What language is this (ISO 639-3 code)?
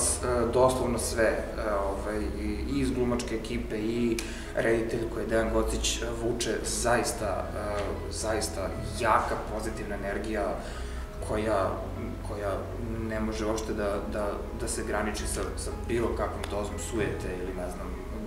srp